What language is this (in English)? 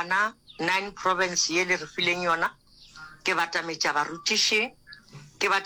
Northern Sotho